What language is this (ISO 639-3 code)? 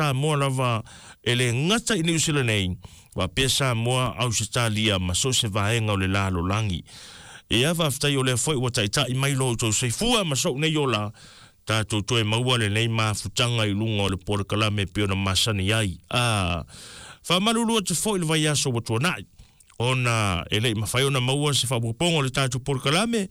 smo